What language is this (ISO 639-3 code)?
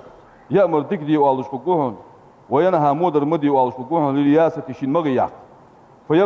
inh